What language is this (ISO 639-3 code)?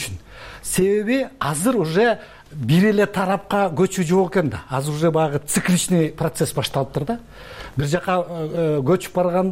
kir